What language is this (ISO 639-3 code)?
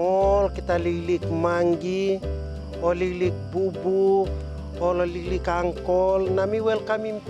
tpi